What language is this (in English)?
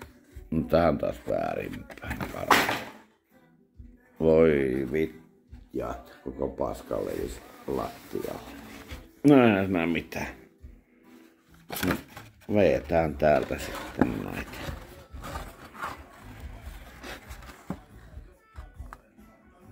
Finnish